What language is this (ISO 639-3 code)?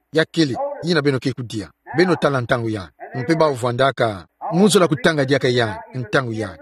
ktu